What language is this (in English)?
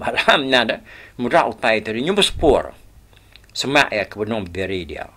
Iban